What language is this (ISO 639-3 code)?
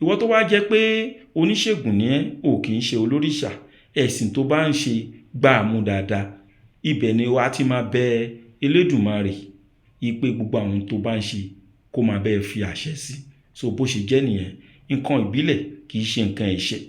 yor